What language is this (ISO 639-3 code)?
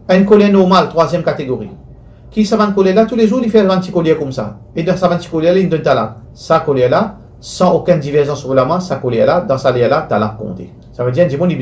mfe